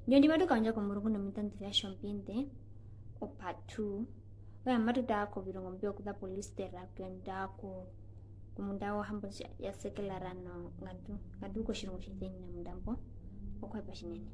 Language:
Herero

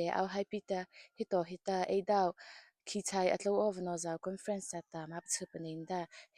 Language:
Mara Chin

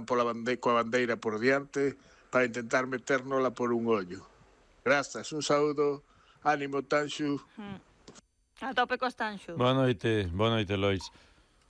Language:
Galician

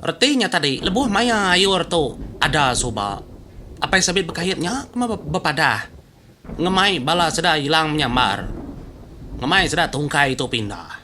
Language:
Iban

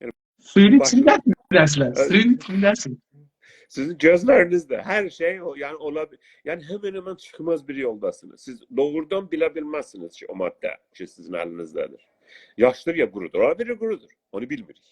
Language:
South Azerbaijani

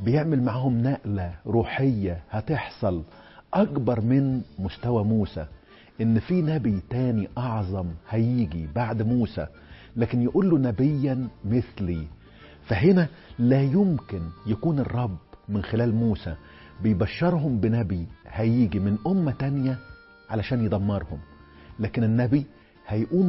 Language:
Egyptian Arabic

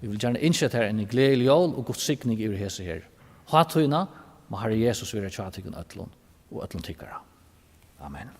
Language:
Faroese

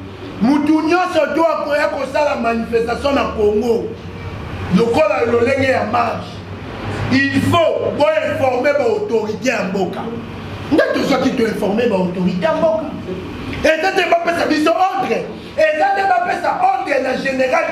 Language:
Lingala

